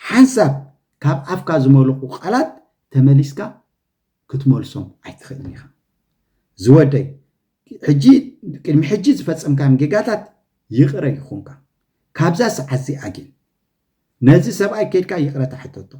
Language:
Tigrinya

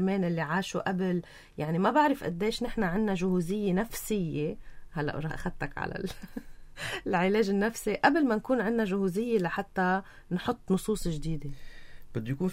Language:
North Levantine Arabic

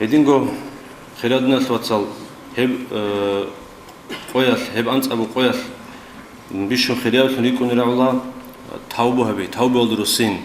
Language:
Avaric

